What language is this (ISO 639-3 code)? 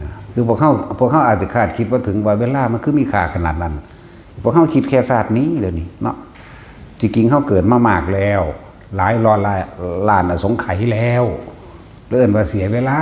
tts